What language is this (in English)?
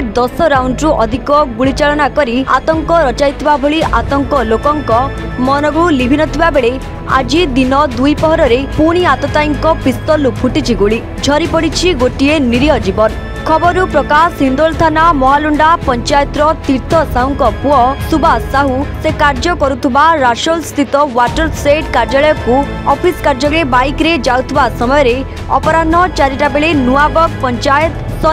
Odia